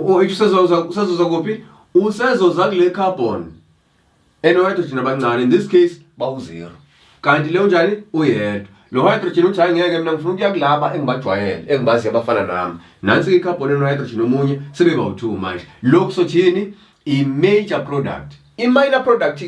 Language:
Zulu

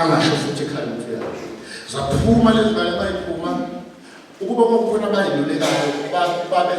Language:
Zulu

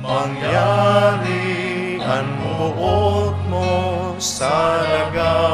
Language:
Bikol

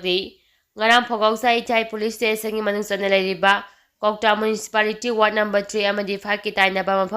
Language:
Manipuri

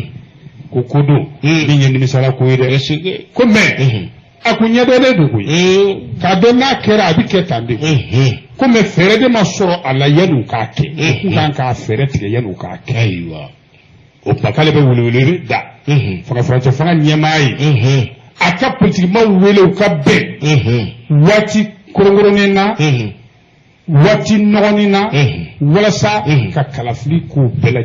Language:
Bambara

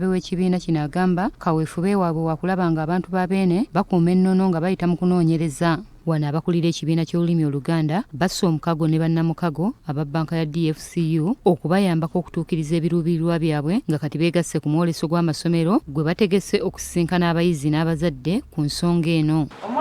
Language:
Ganda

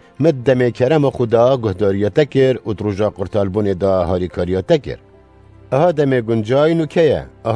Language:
Kurdish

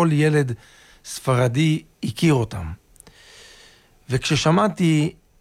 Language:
Hebrew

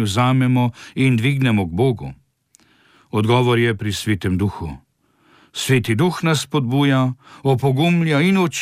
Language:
Slovenian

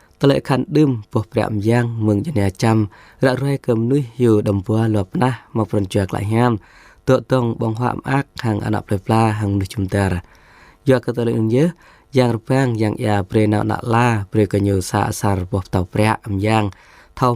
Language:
Jarai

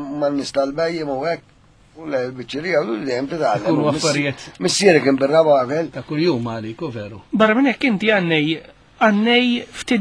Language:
Maltese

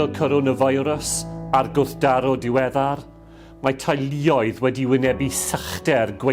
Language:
Welsh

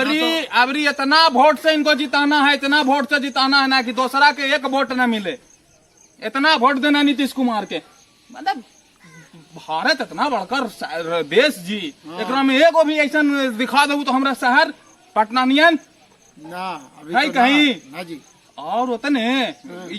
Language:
Magahi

